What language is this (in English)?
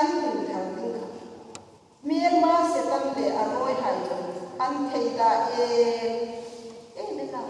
Hmar